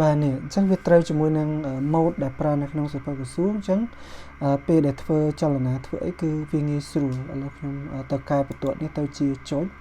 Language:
Khmer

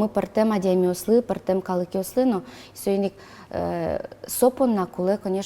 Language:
Udmurt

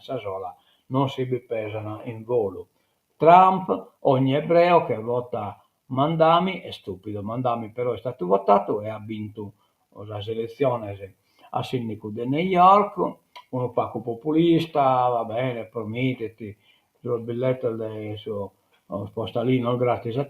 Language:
Sardinian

